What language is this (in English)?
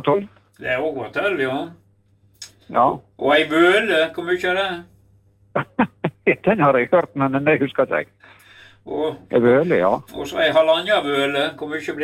Norwegian